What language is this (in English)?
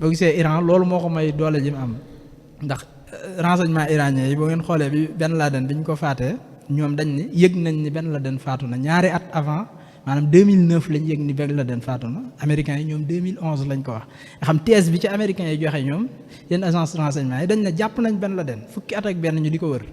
Wolof